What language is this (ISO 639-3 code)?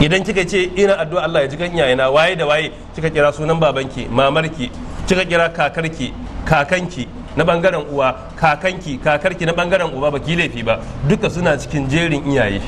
hau